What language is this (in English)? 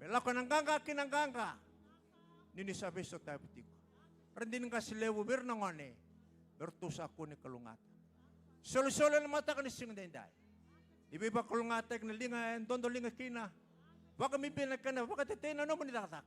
Fijian